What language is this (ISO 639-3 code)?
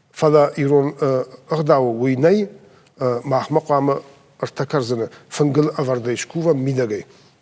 oss